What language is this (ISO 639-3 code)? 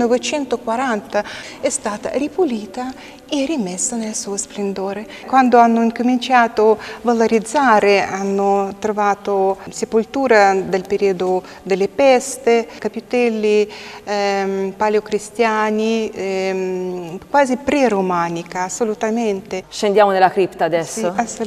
ita